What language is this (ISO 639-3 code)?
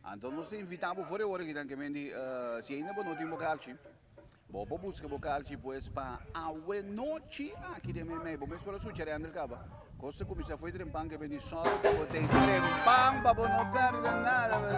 pap